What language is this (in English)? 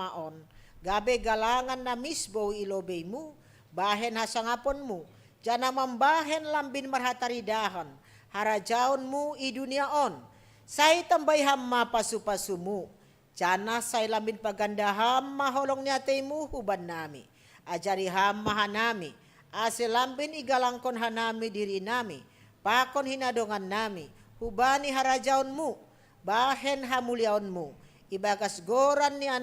Batak Simalungun